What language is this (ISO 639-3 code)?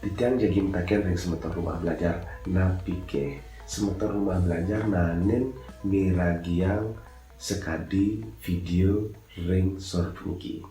ban